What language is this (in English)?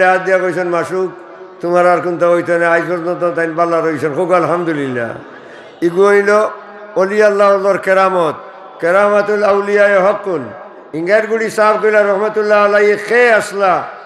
Sylheti